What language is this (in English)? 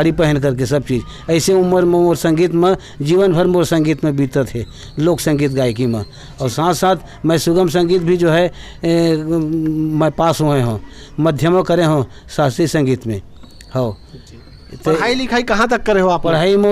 Chhattisgarhi